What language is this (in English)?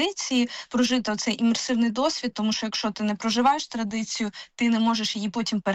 Ukrainian